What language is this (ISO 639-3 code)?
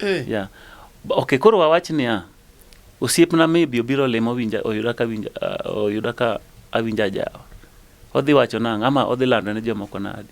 luo